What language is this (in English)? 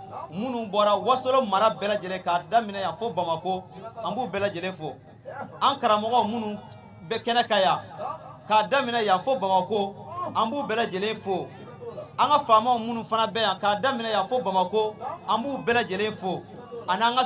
Bambara